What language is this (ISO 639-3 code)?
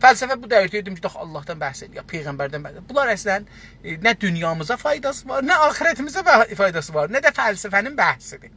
azb